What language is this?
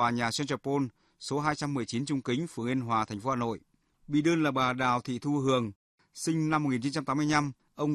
Vietnamese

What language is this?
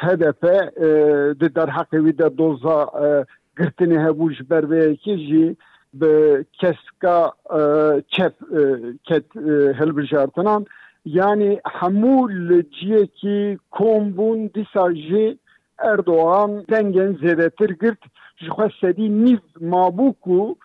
Kurdish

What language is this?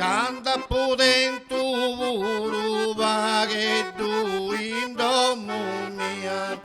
Sardinian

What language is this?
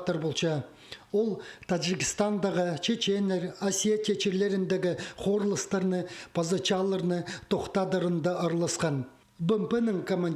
Khakas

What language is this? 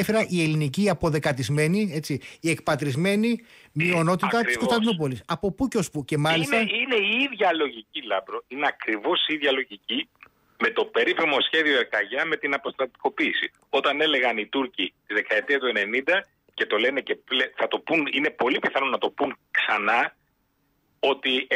Greek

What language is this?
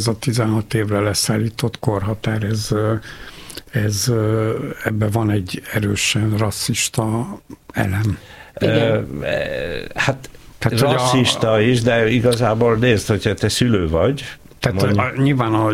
Hungarian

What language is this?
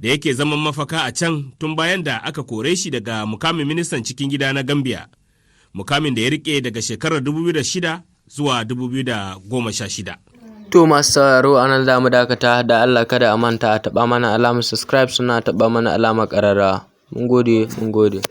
Hausa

